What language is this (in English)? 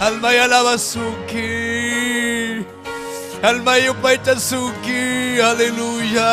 Ayacucho Quechua